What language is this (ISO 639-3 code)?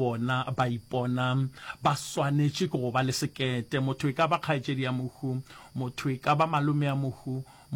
nso